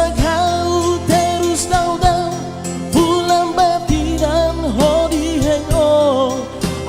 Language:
Tetum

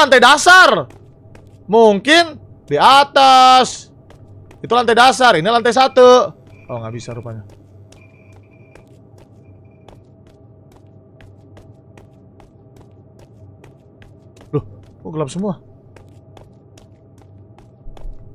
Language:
Indonesian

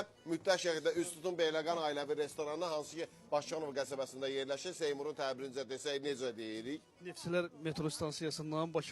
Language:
Azerbaijani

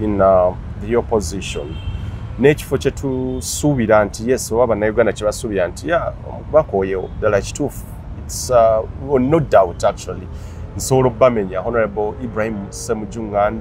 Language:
Ganda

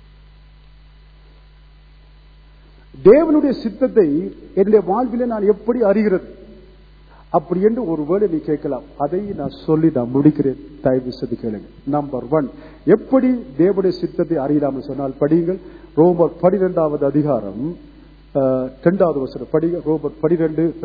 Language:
Tamil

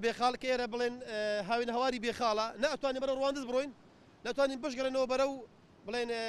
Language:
Central Kurdish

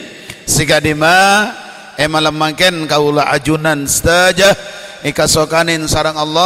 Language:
Madurese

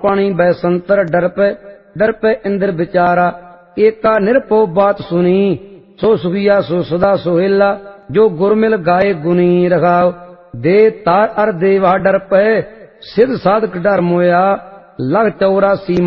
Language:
Punjabi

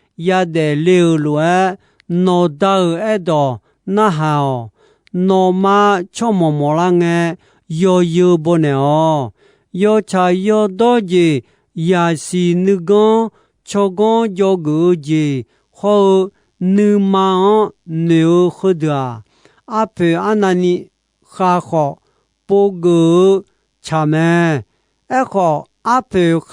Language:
Akha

